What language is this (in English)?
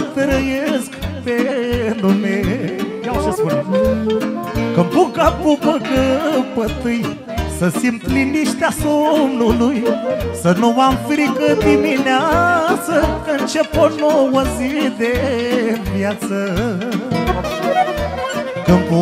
Romanian